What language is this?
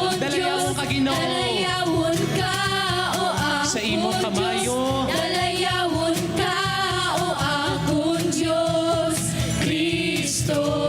Hiligaynon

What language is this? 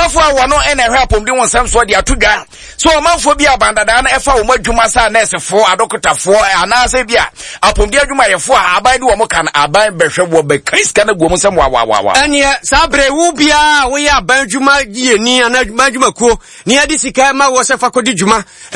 Akan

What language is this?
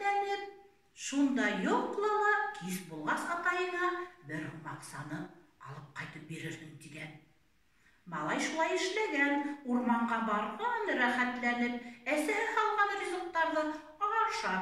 Bashkir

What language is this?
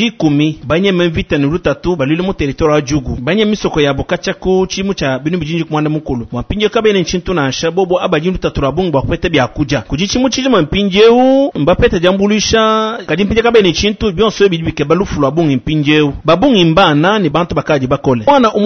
Luba-Lulua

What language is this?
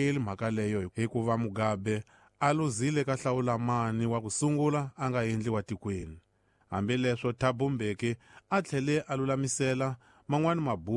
Tsonga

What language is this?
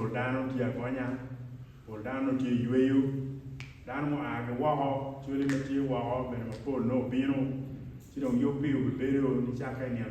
Acoli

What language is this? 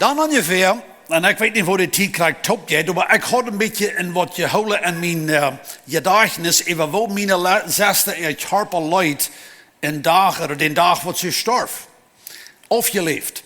Plautdietsch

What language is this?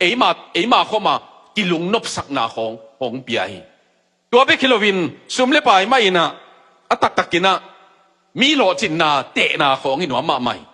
Tedim Chin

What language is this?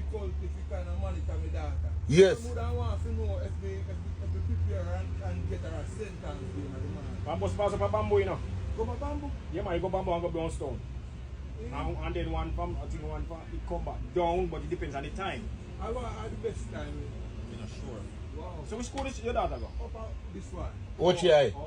Jamaican Creole English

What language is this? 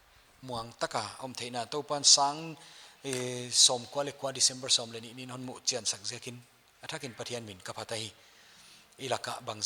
Paite Chin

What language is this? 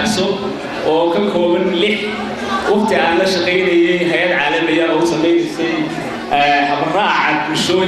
Somali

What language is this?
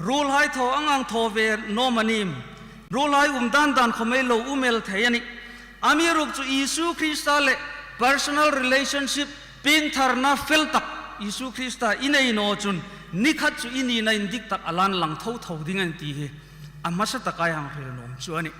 Hmar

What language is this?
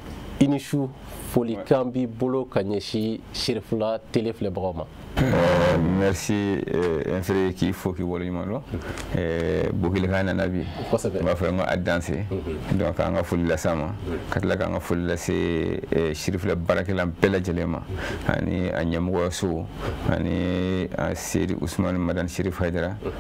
Bambara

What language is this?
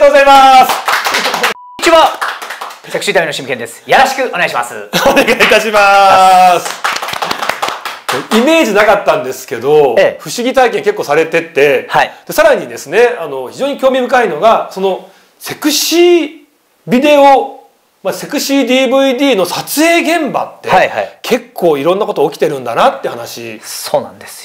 Japanese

